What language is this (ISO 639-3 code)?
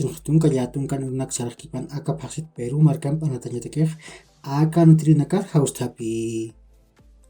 aym